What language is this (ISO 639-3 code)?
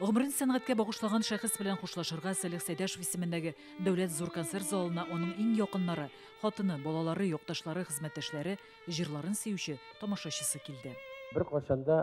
tat